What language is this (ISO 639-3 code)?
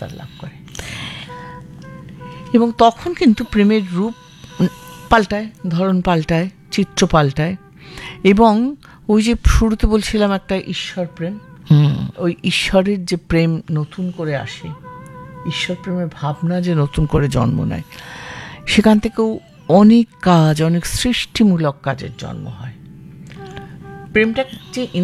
ben